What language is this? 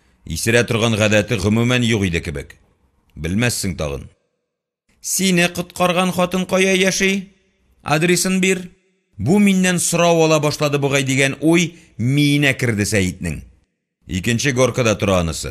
Tatar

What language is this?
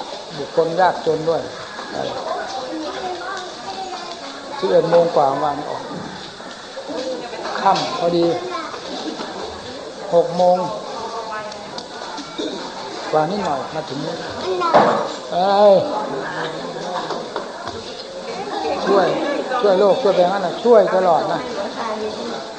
Thai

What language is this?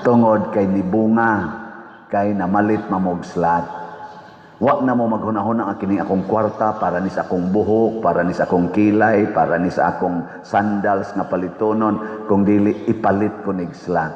Cebuano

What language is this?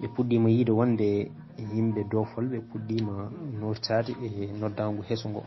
Fula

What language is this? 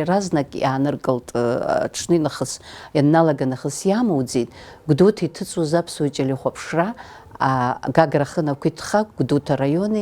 Abkhazian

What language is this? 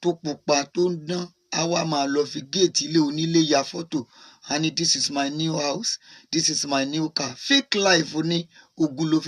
Yoruba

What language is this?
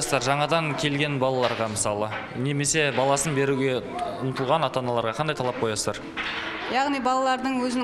Kazakh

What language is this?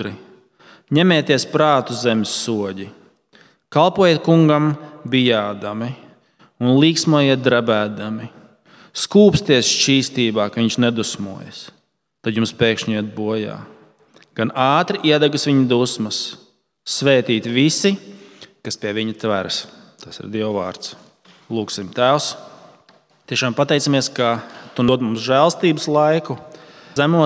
Latvian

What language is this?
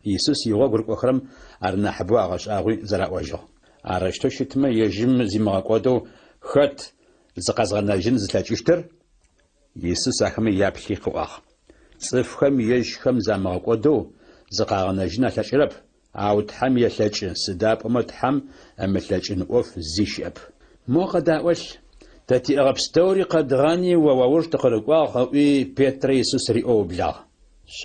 Adyghe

